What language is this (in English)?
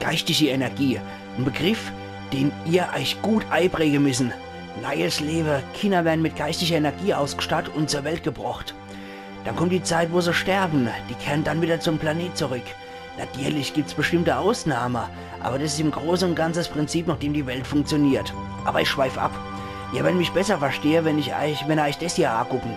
Palatine German